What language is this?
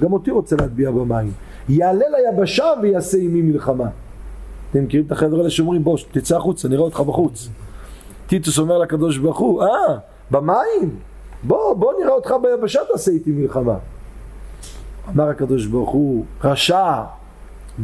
Hebrew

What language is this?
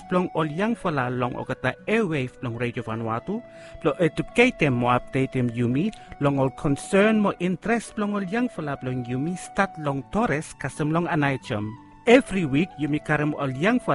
Bislama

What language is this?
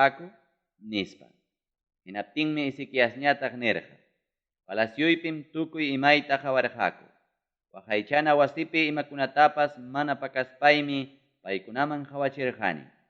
Ayacucho Quechua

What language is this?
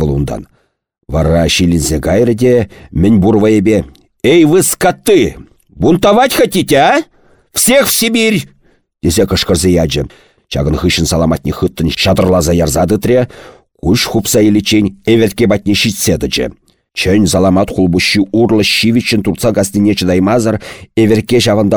Chuvash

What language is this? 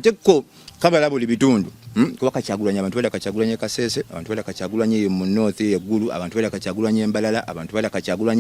Ganda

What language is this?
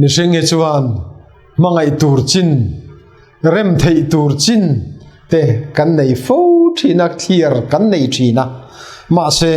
Mizo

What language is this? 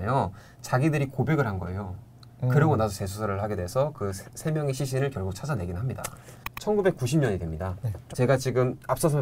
Korean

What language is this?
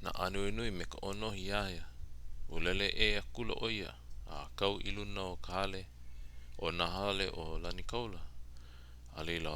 Hawaiian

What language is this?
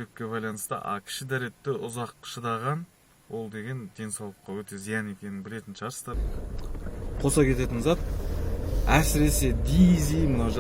Kazakh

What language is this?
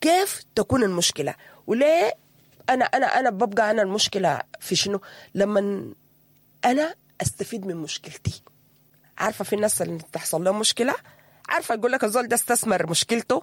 Sudanese Arabic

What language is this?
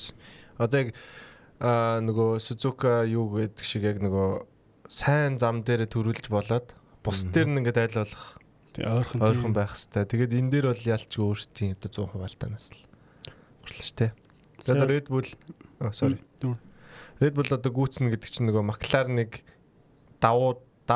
Mongolian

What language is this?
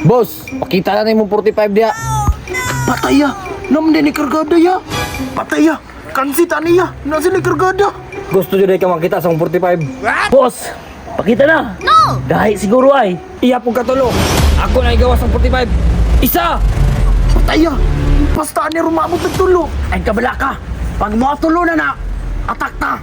Cebuano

